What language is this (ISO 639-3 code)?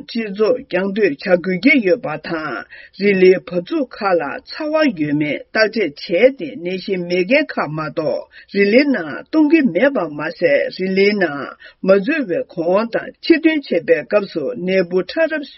bod